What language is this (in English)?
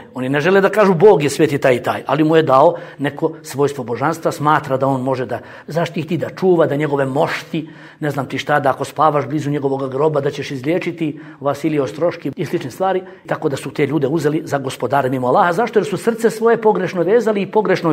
Bosnian